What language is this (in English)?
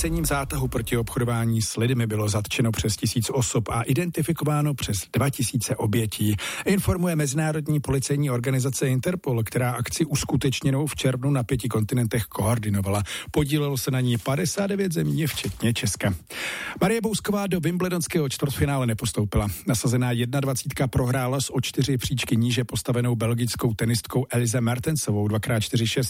Czech